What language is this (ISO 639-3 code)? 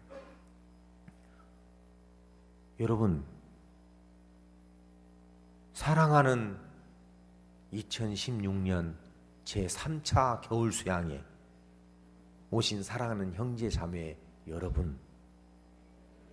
kor